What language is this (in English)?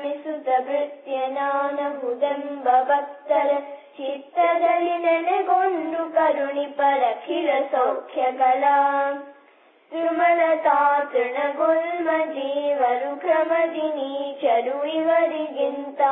Kannada